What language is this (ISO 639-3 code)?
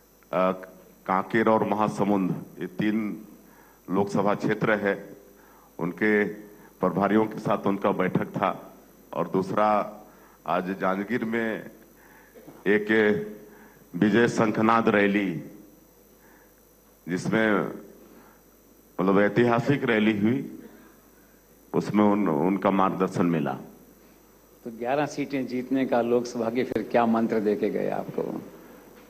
hin